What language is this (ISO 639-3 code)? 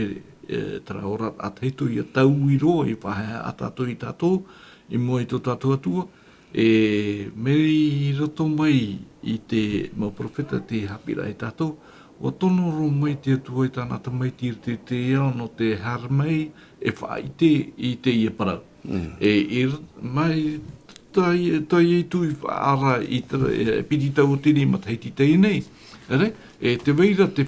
tah